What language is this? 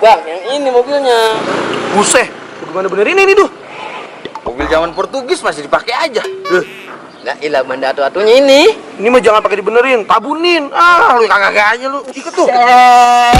Betawi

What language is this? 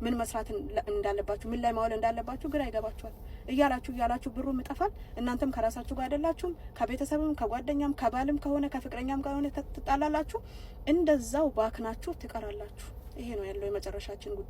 Amharic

